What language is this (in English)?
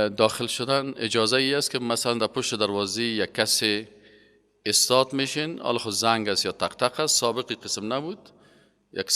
Persian